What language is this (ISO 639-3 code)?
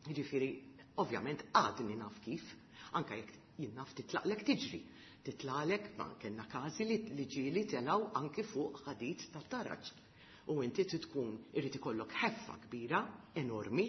mlt